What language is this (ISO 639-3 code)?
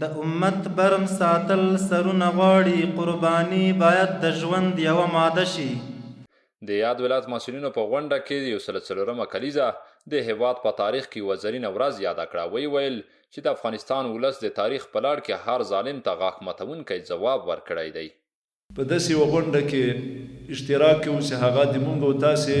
pus